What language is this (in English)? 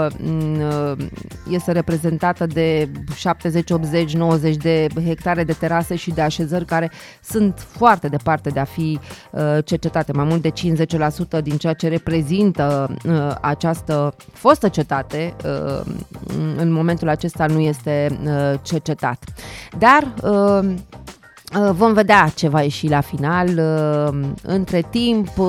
Romanian